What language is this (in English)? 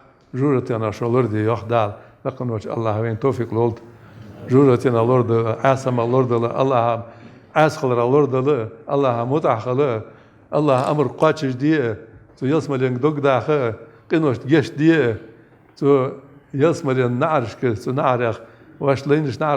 Ingush